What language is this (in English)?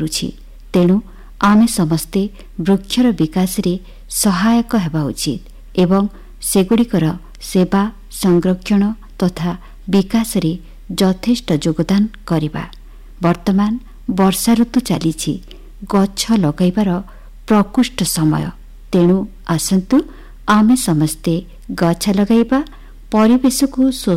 Odia